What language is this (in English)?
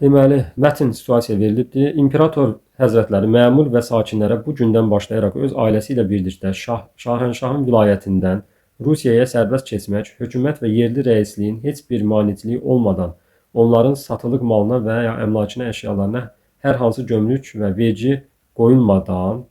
Azerbaijani